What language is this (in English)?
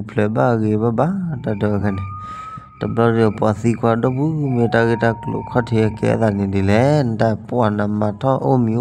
S'gaw Karen